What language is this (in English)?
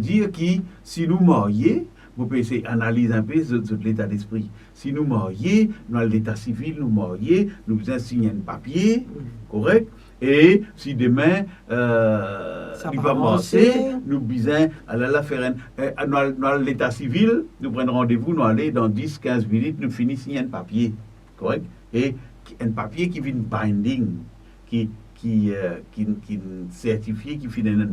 Morisyen